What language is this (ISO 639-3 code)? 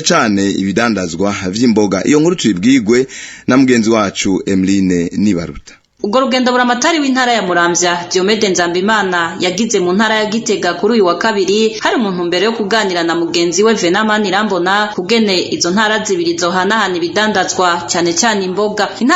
run